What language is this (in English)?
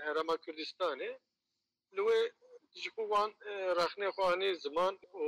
Kurdish